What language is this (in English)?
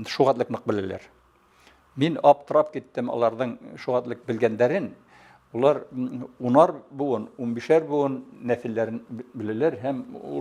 Bashkir